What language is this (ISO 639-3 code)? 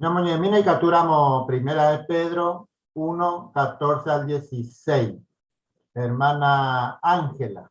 grn